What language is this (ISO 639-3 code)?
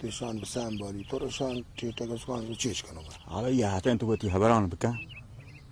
bal